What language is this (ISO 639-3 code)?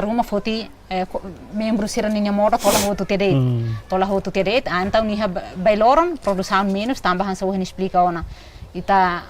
tet